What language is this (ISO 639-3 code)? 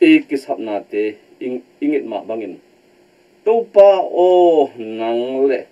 ctd